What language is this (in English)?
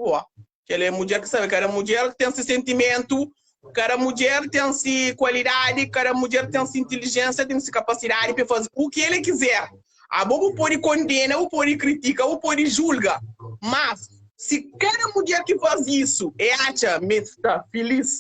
Kabuverdianu